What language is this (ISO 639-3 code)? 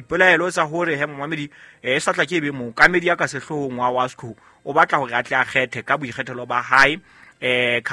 sot